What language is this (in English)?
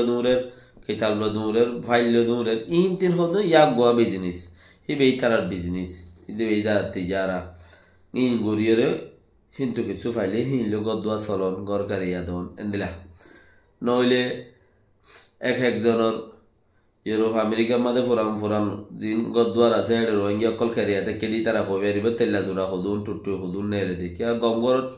Rohingya